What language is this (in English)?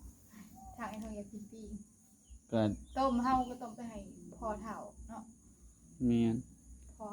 Northeastern Thai